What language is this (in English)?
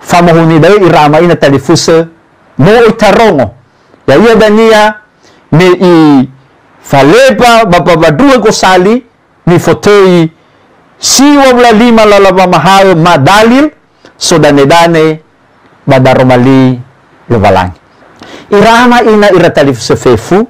Nias